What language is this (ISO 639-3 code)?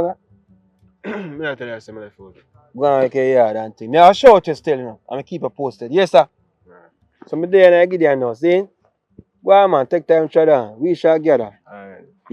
jam